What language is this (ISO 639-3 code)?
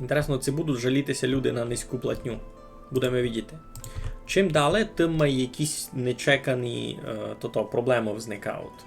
rue